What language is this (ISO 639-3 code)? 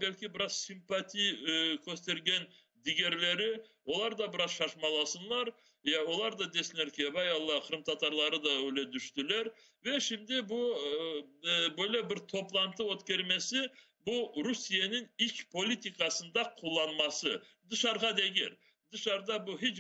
crh